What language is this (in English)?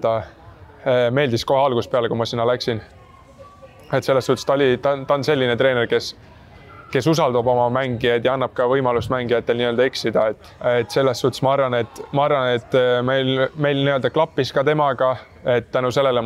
Estonian